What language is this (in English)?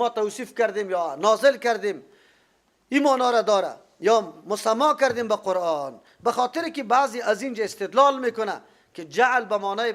Persian